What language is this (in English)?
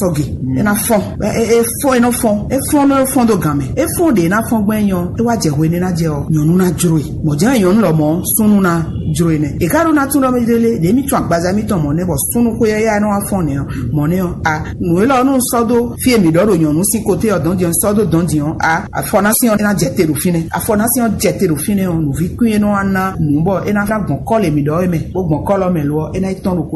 Fon